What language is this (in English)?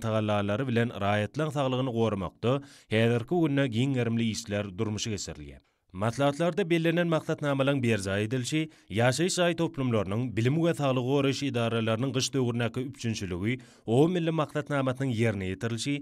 Turkmen